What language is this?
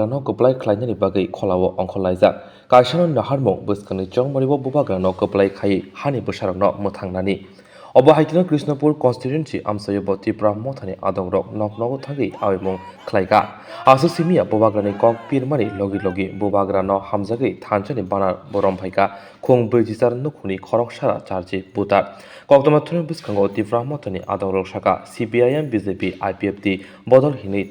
Kok Borok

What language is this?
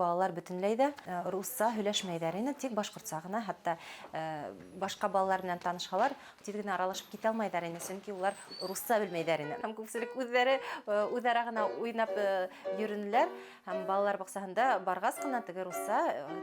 Bashkir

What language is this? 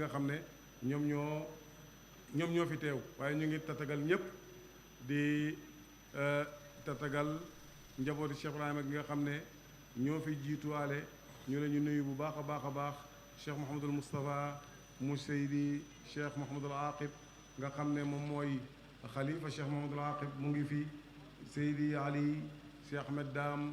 Wolof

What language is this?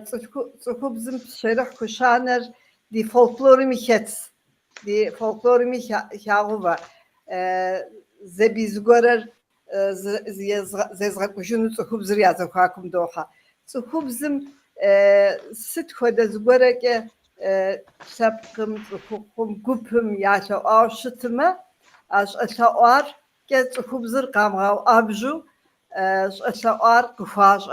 Kabardian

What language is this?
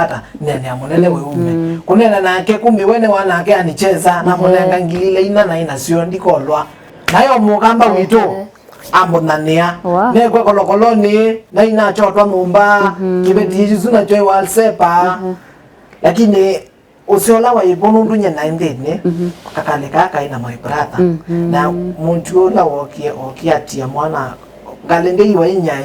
Kamba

